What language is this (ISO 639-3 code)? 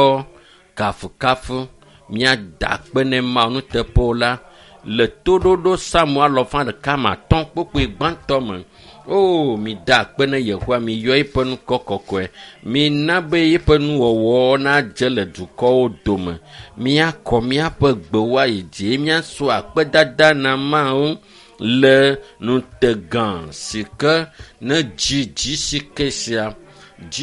ewe